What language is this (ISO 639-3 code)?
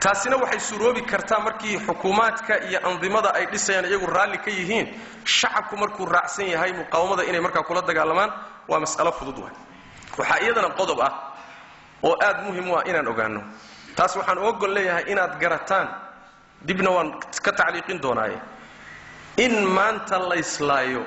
som